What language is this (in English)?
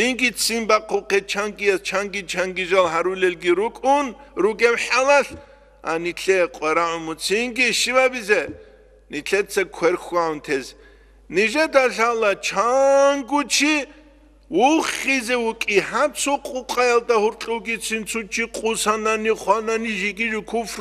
Avaric